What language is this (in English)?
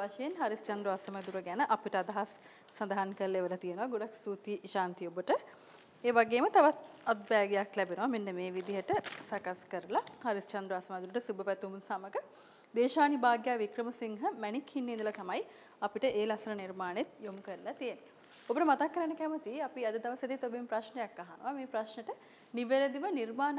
Sinhala